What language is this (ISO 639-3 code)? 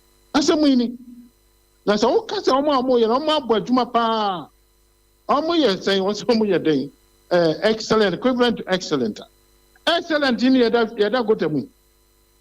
aka